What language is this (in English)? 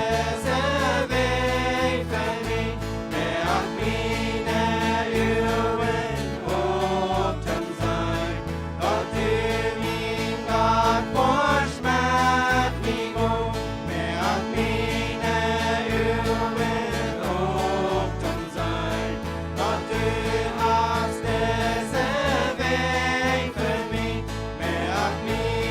Plautdietsch